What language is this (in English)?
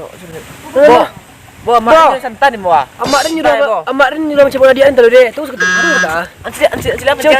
Minangkabau